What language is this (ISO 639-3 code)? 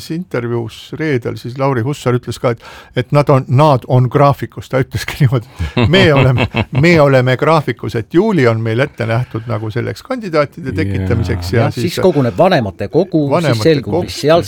est